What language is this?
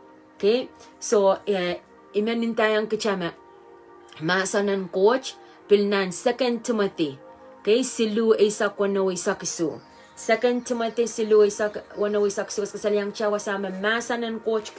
Pohnpeian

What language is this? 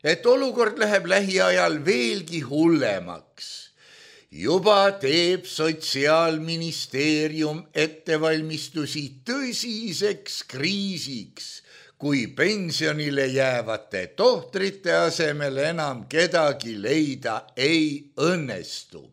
Estonian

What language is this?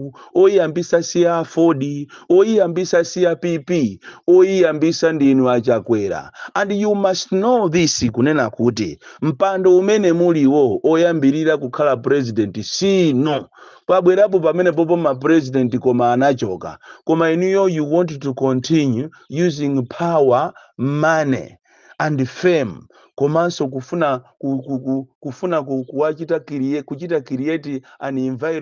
Nyanja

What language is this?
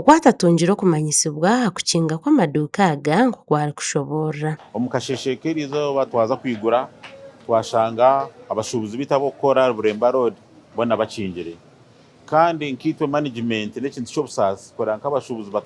Nyankole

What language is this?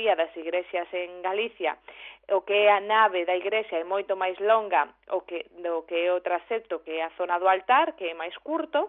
Galician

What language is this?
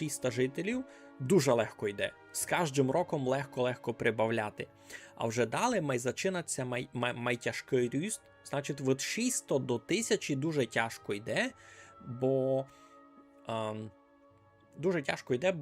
Rusyn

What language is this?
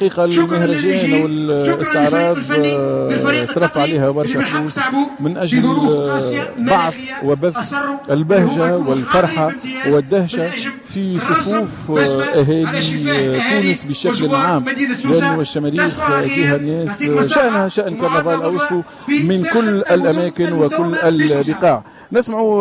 Tunisian Arabic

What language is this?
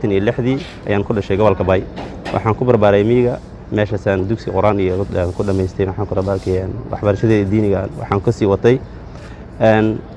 Somali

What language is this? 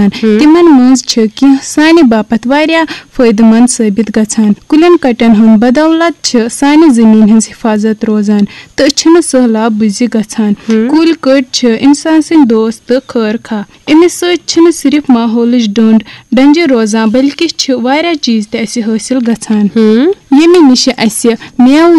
Kashmiri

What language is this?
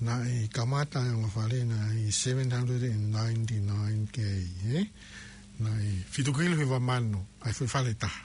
Tongan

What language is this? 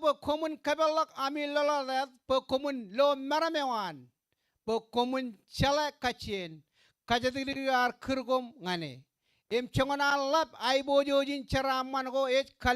Marshallese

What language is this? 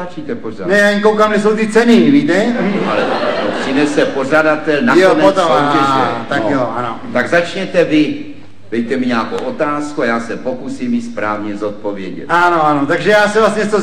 Czech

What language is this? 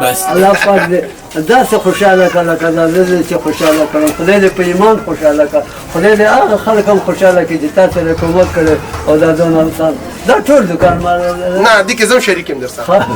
Pashto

